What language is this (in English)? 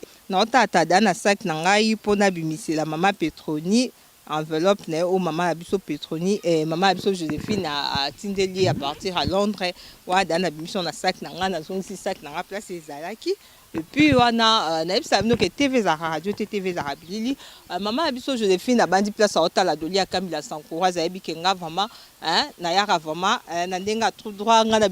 Lingala